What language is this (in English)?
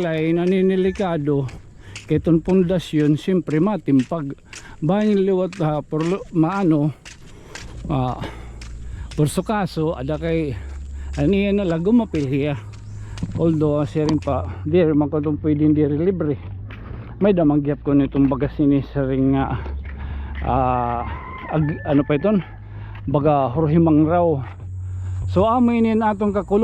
Waray